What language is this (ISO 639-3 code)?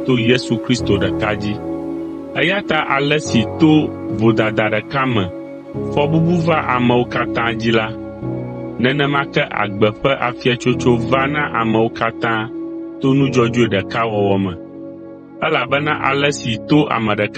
ewe